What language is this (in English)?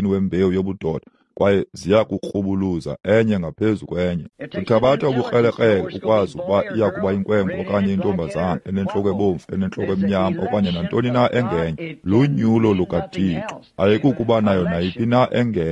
Xhosa